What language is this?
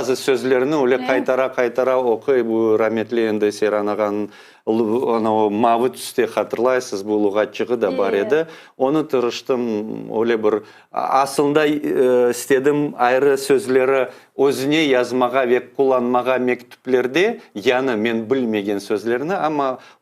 Crimean Tatar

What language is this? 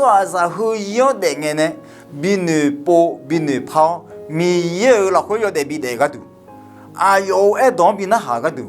Akha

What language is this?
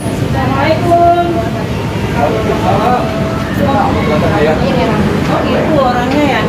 Betawi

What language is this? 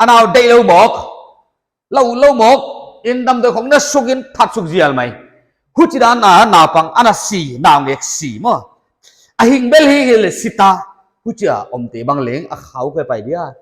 Paite Chin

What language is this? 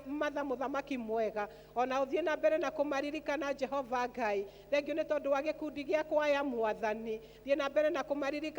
Kikuyu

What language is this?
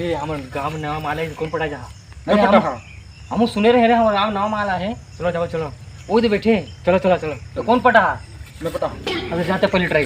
Chhattisgarhi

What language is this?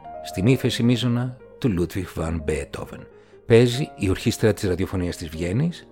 Greek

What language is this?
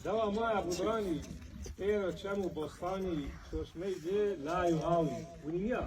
Zaza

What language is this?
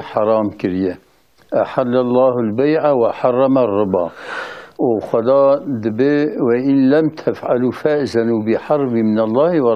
Kurdish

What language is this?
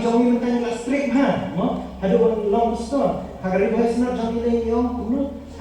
Khasi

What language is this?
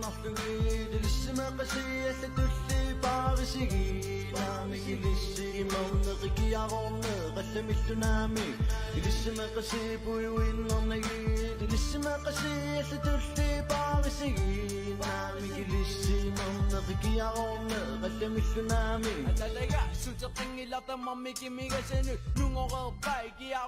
Kalaallisut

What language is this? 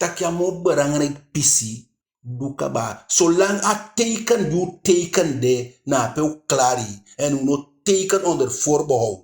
Eastern Maroon Creole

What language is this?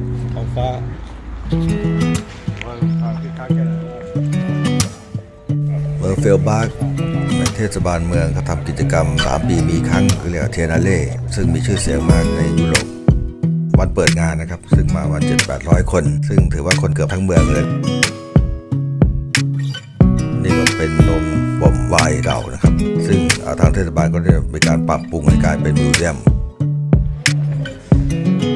Thai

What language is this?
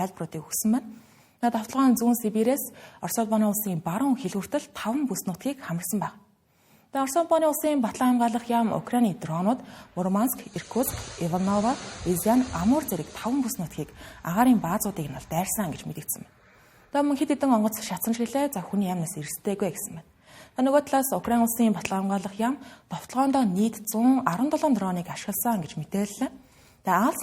Mongolian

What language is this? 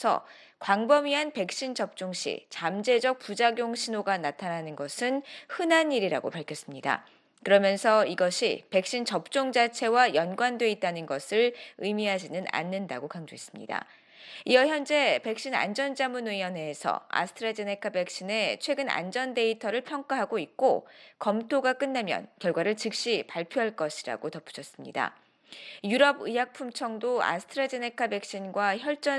Korean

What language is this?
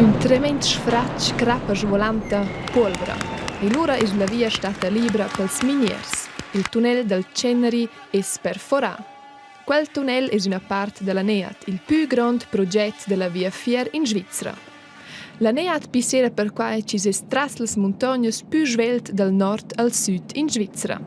Romansh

